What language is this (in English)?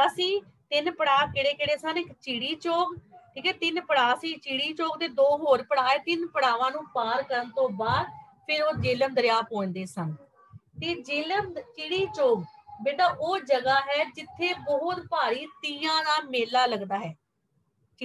Punjabi